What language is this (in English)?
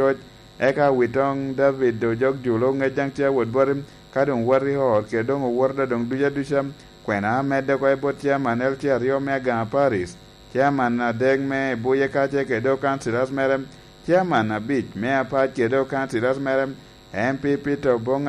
Lango (Uganda)